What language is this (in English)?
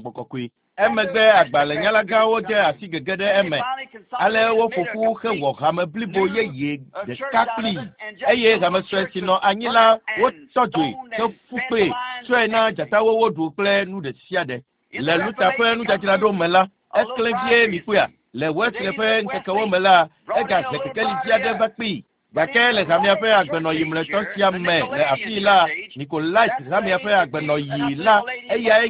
Ewe